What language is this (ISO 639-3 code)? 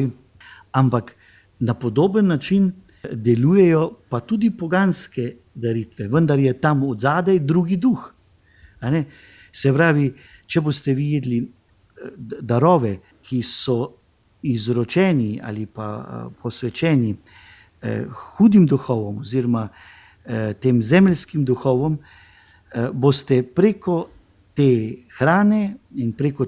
slv